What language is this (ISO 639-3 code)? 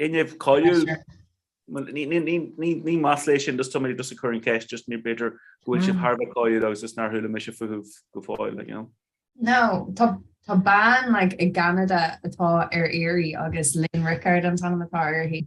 gle